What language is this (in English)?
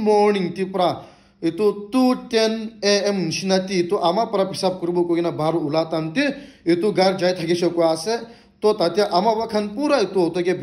Naga Pidgin